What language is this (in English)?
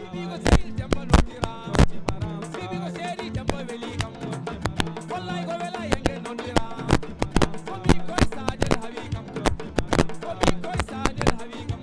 Fula